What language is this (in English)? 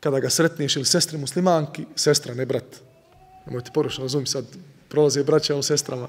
Bosnian